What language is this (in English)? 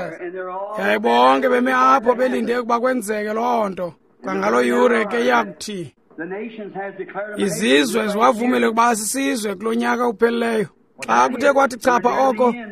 Xhosa